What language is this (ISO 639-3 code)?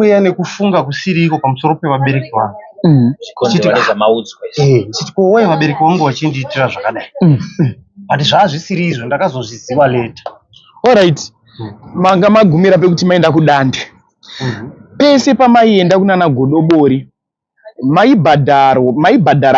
sna